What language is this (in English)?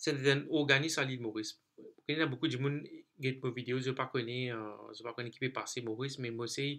Morisyen